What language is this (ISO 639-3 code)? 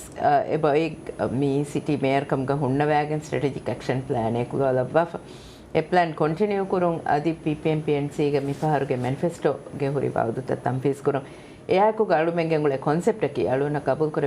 div